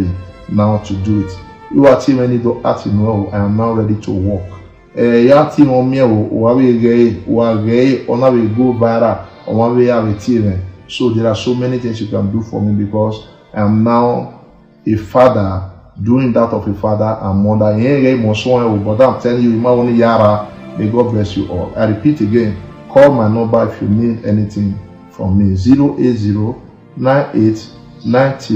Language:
Nigerian Pidgin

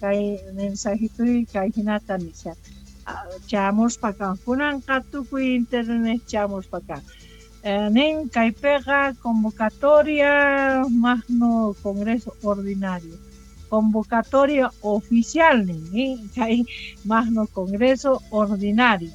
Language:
South Bolivian Quechua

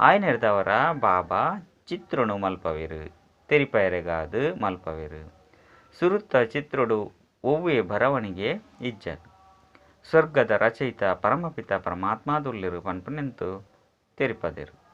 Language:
Tulu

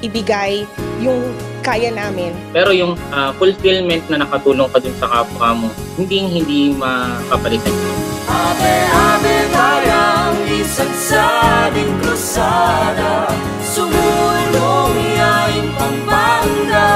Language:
Pampanga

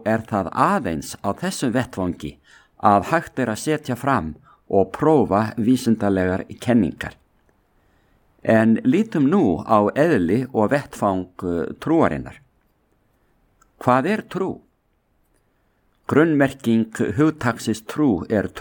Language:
Icelandic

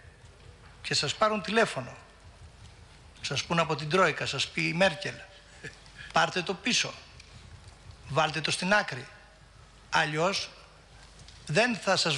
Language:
Greek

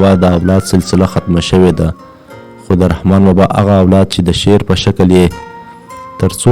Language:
Pashto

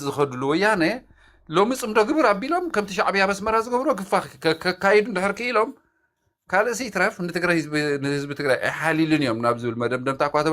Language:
Tigrinya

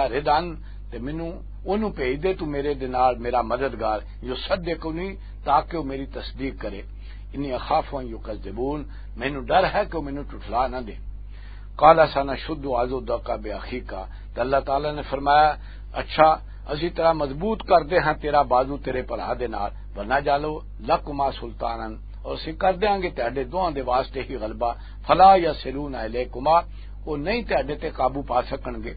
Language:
Western Panjabi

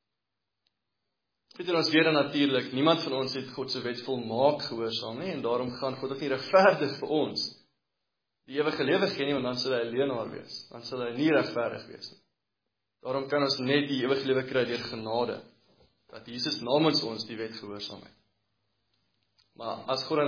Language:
Afrikaans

